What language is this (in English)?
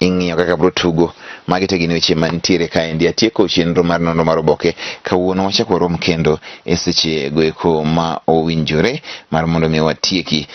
Luo (Kenya and Tanzania)